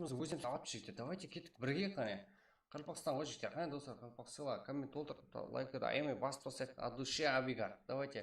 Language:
Kara-Kalpak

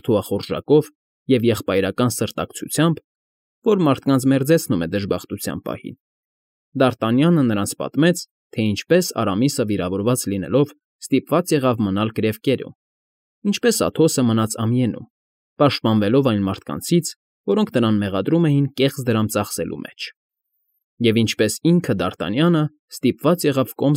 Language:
Armenian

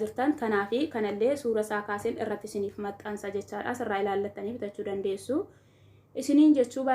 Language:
Oromo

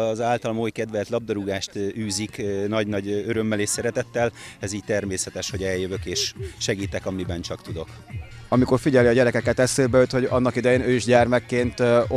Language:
Hungarian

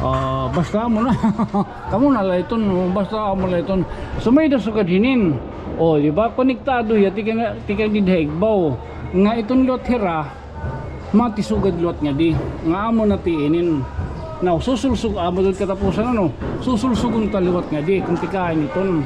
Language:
Waray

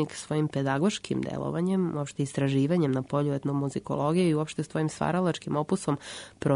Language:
Serbian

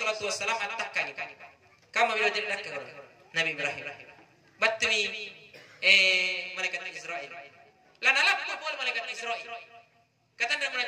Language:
Makasar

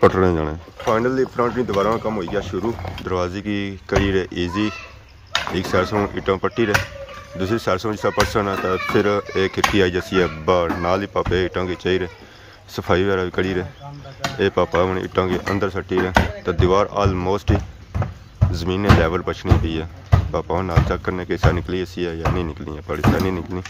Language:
Pahari-Potwari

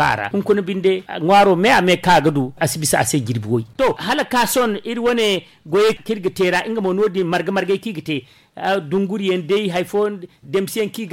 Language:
Zarma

